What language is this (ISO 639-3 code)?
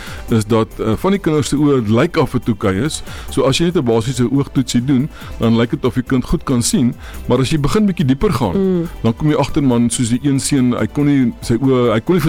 afr